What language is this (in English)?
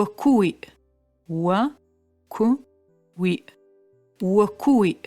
Adyghe